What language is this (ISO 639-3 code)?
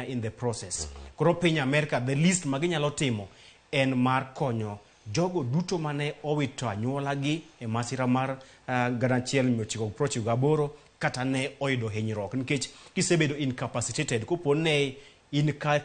luo